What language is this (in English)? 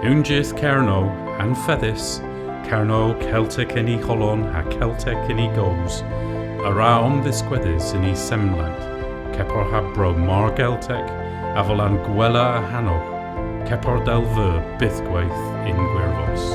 Cornish